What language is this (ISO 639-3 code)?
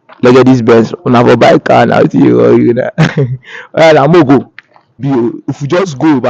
pcm